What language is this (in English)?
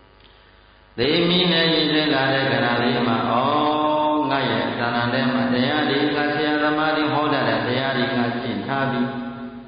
Burmese